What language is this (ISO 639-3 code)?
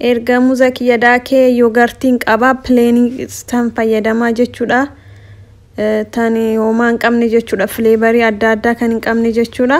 orm